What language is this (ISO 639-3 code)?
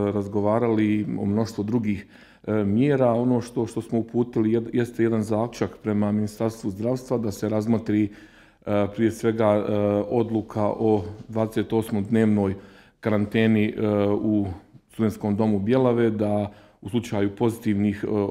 bos